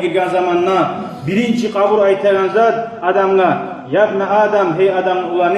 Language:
Kumyk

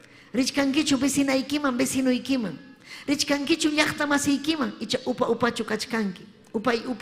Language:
Ayacucho Quechua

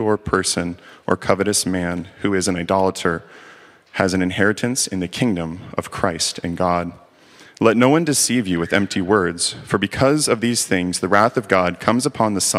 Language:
English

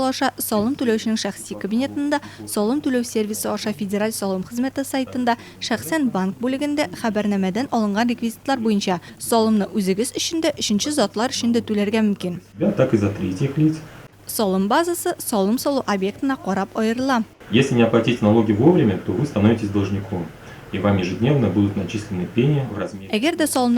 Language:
Tatar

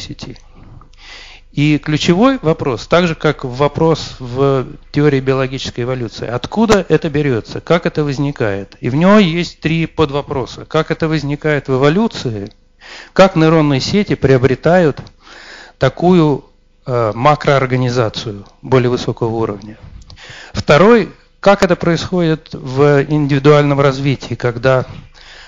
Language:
Russian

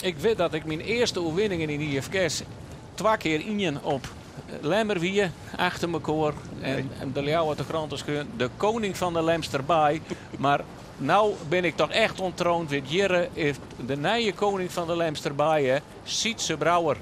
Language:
Western Frisian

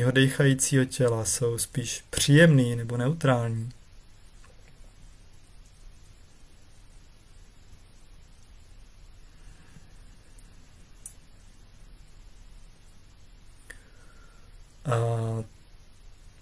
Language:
Czech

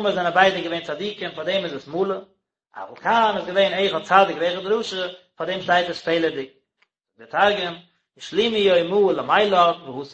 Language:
Yiddish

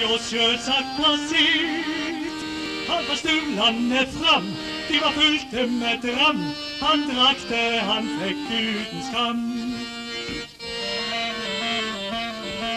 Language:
Norwegian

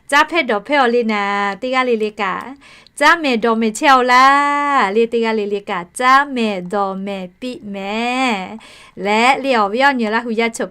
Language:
Lahu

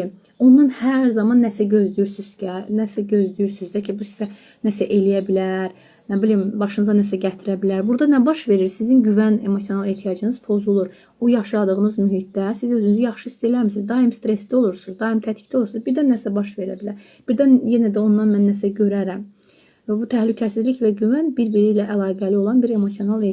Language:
Azerbaijani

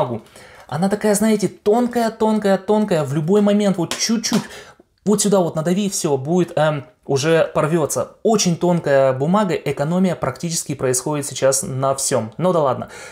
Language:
Russian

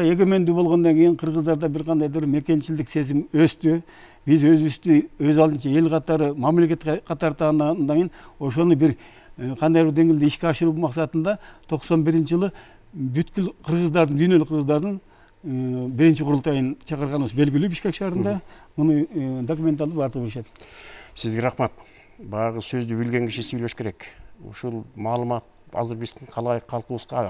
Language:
Kyrgyz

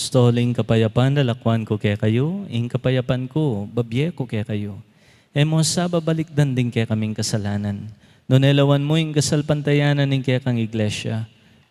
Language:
Pampanga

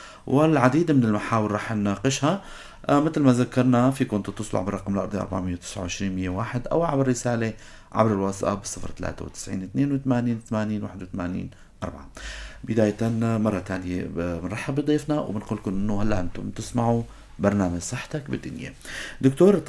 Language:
North Levantine Arabic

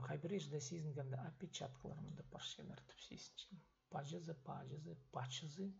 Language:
Khakas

